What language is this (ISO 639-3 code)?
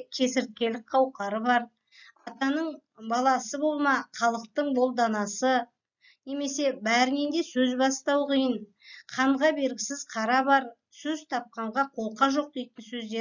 kaz